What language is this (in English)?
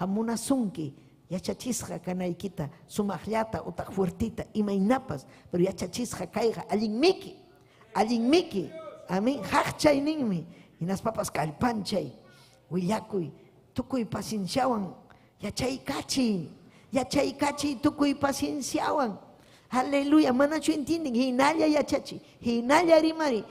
Ayacucho Quechua